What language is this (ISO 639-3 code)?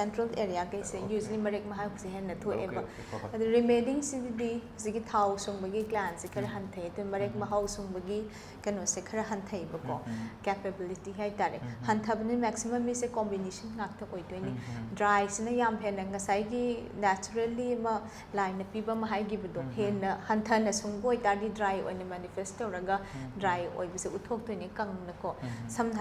mni